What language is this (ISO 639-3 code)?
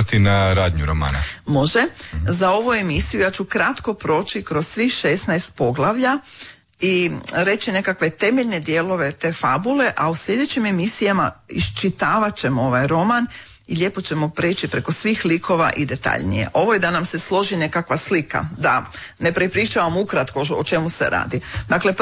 hrv